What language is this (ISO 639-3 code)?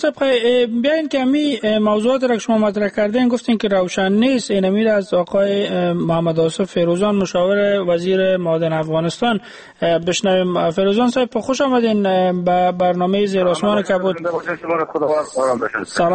fas